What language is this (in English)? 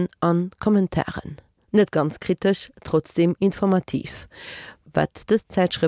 Luxembourgish